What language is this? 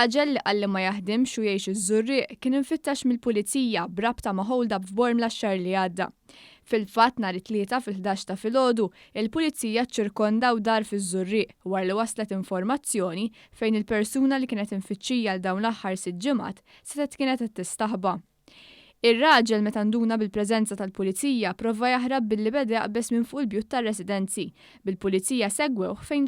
Maltese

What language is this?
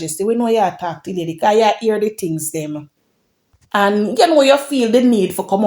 Jamaican Creole English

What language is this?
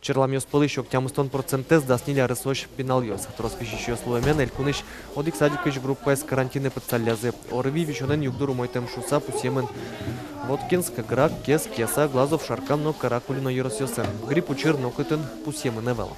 Udmurt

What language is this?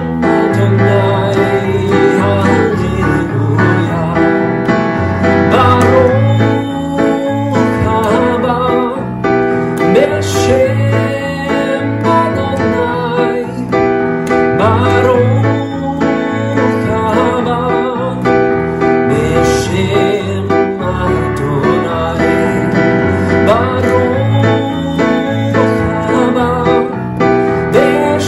Finnish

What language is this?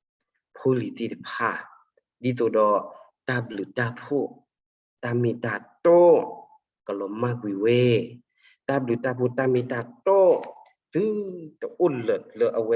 S'gaw Karen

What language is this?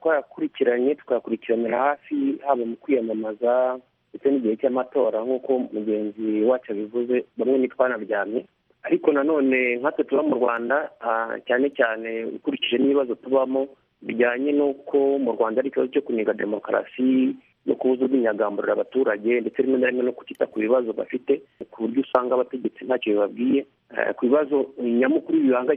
Kinyarwanda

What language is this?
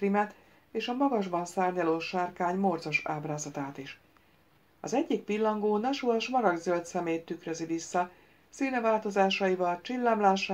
Hungarian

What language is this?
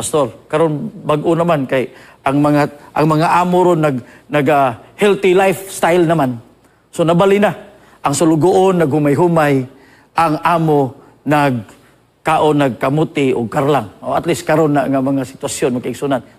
Cebuano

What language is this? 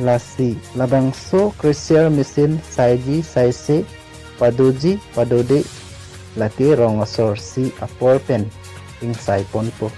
Karbi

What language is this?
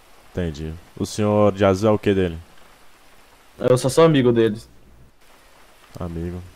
Portuguese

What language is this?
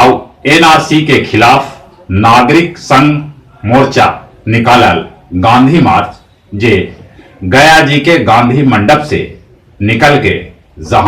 Magahi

